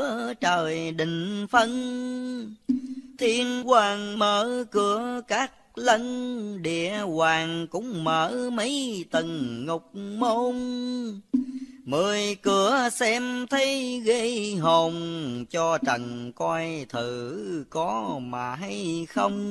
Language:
Vietnamese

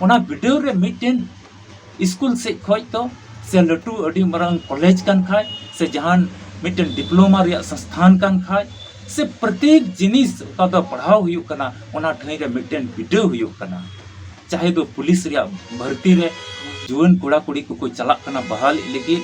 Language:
Santali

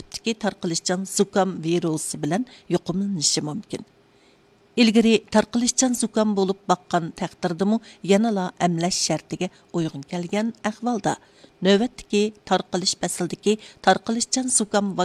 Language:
Uyghur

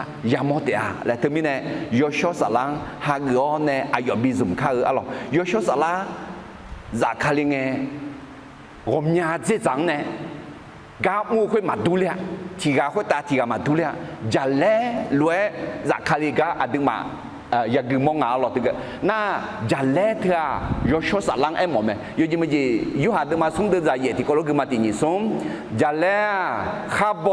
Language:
Akha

